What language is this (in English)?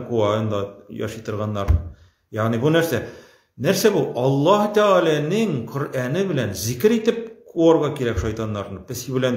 Tatar